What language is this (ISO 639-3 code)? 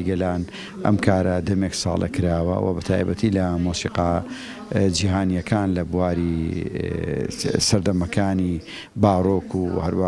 ckb